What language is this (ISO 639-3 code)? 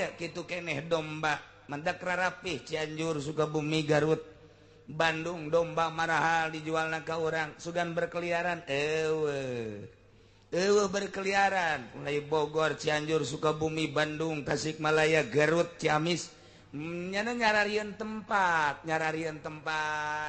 sun